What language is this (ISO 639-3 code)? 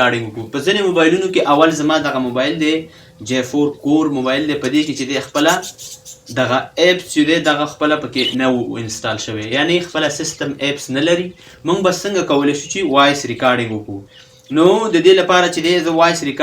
pus